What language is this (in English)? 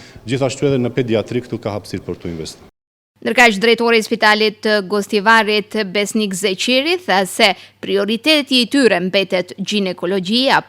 Albanian